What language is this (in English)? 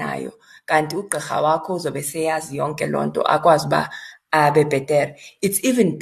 Xhosa